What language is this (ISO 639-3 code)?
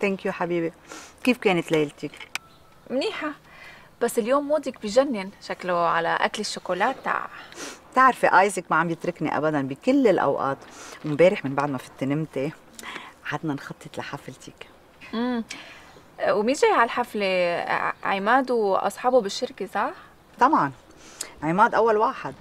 apc